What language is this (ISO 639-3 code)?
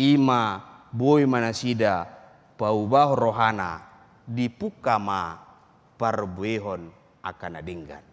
bbc